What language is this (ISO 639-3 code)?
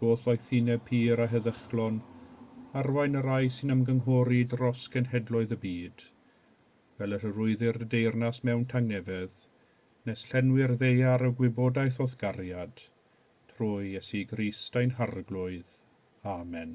cym